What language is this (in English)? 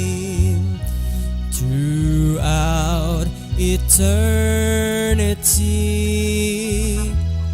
Cebuano